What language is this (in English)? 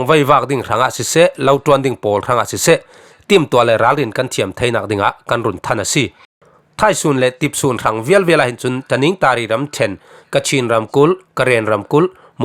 Falam Chin